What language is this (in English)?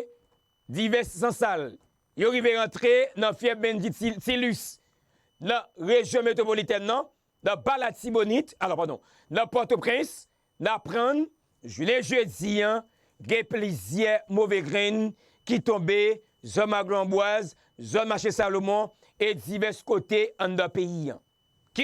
Haitian Creole